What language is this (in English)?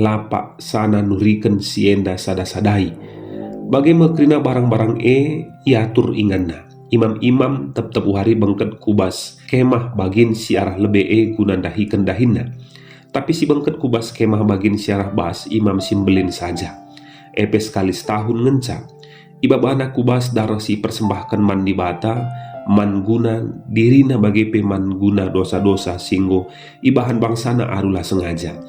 Batak Karo